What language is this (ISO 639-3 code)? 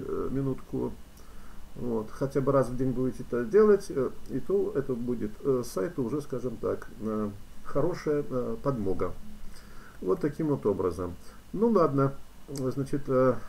rus